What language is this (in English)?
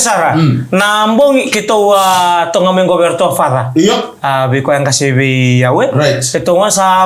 Fijian